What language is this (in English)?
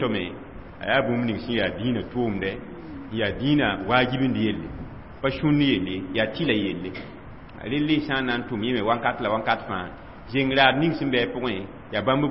Mossi